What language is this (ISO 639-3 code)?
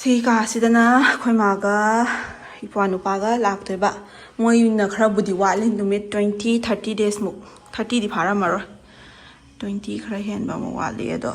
mni